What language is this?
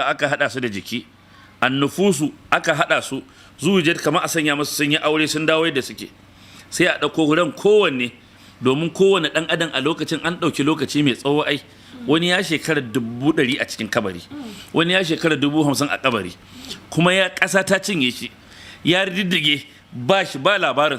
Hausa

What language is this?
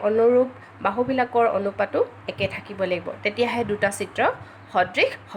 Assamese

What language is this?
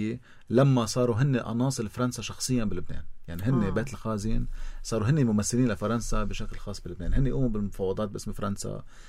North Levantine Arabic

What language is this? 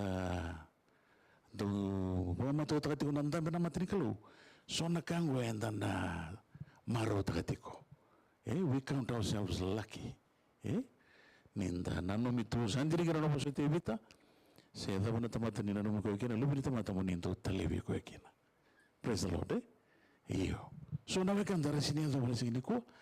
Fijian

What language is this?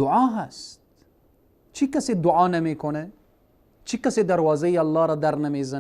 Persian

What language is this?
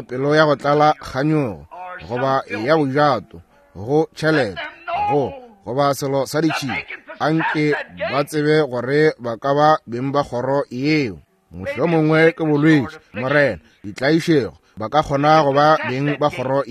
Northern Sotho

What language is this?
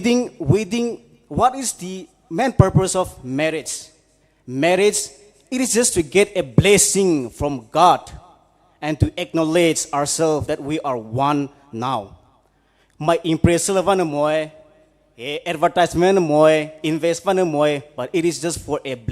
Poumei Naga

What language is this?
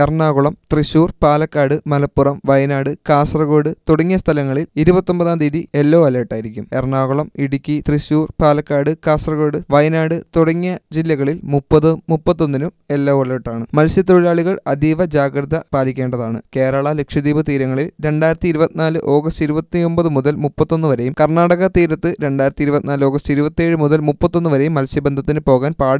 Malayalam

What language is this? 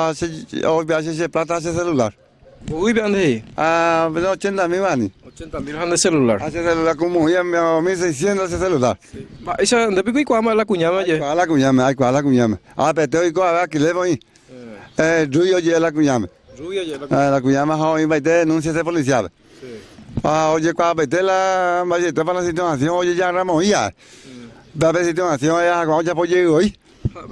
Guarani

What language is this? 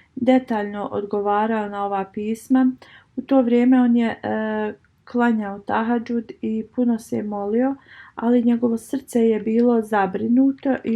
Bosnian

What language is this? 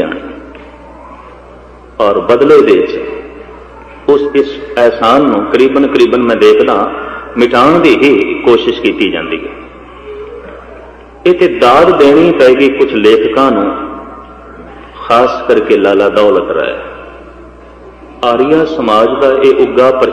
Punjabi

